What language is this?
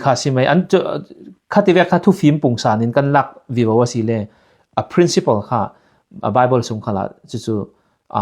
Falam Chin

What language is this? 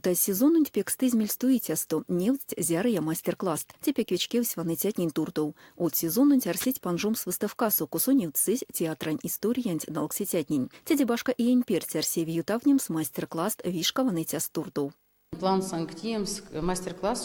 Erzya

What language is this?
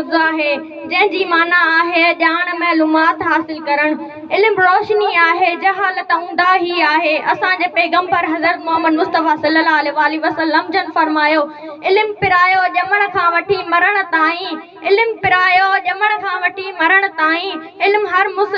Sindhi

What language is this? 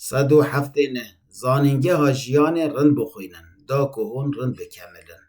Kurdish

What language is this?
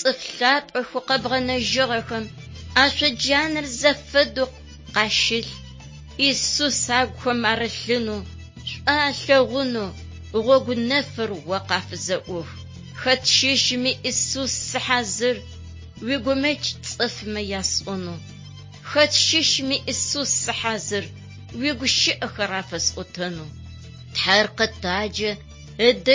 Adyghe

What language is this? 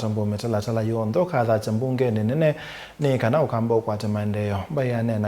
Kamba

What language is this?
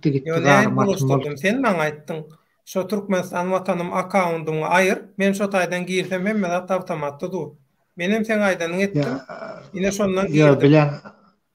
Turkmen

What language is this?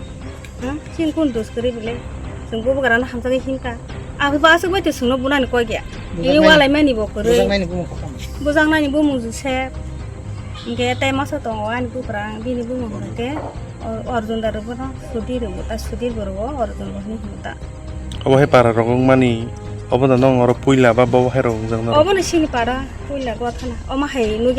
Kok Borok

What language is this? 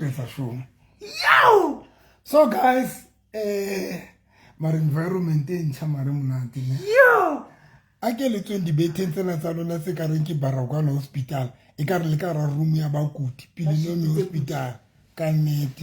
Southern Sotho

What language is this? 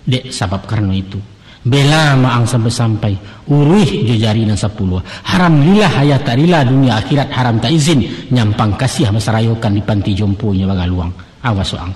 Minangkabau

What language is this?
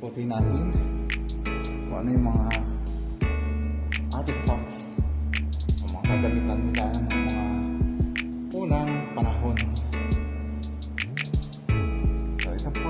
Filipino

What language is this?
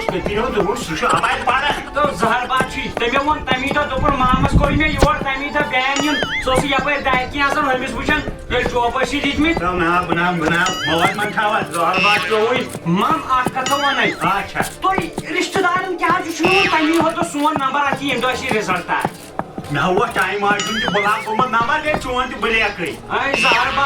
Kashmiri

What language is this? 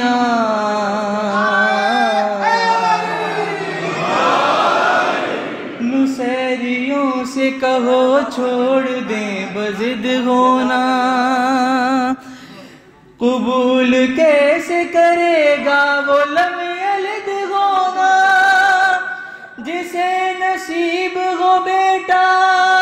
Urdu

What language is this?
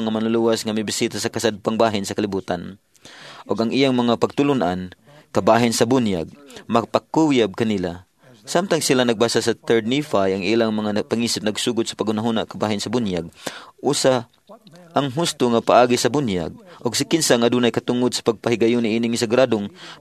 Cebuano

